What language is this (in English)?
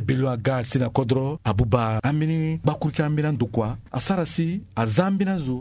Sango